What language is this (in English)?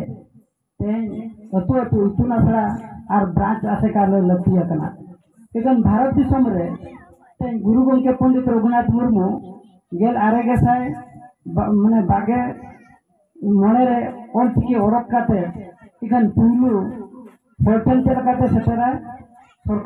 Santali